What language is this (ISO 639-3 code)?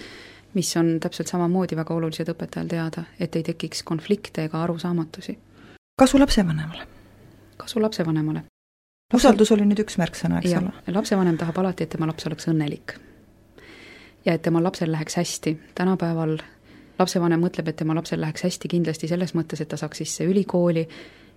est